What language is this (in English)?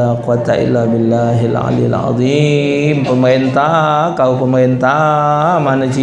Musi